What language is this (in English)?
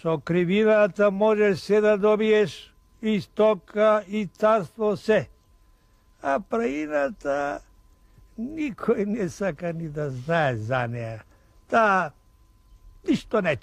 Macedonian